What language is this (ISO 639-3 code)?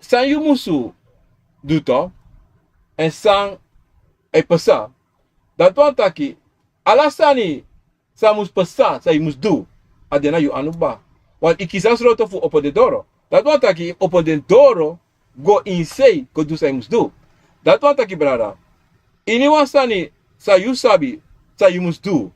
srn